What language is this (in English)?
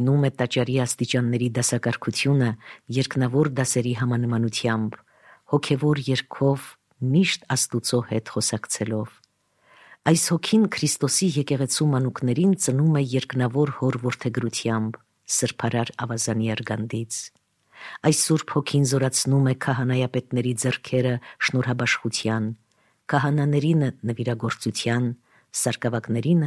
Armenian